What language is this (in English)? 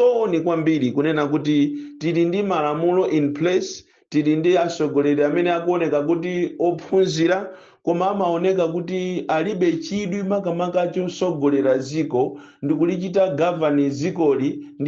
Nyanja